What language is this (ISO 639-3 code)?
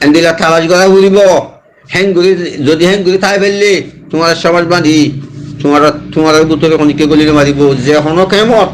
rhg